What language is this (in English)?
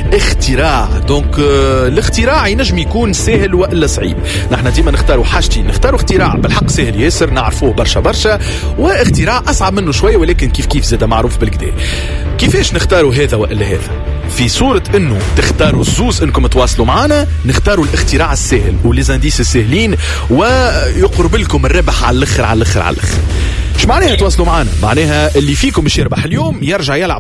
Tunisian Arabic